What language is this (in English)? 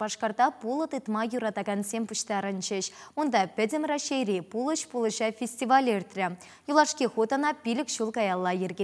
Chuvash